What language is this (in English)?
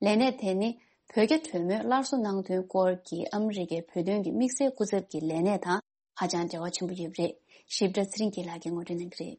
Tibetan